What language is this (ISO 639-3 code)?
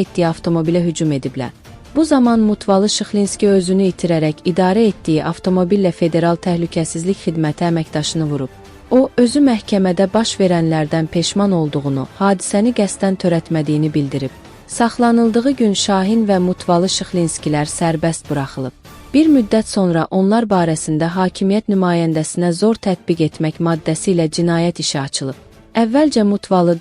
aze